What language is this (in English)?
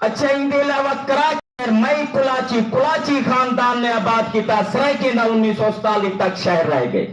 Saraiki